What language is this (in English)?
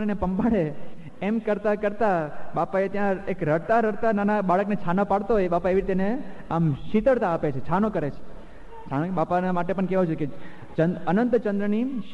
Gujarati